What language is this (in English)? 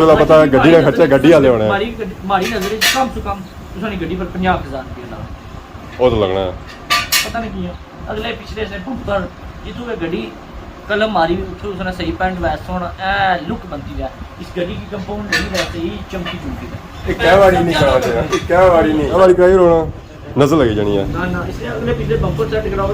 Pahari-Potwari